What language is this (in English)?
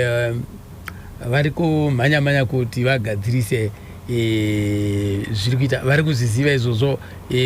Shona